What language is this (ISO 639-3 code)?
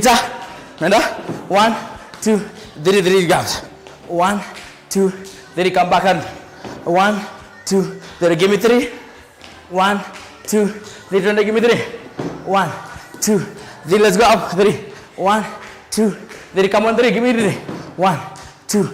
kam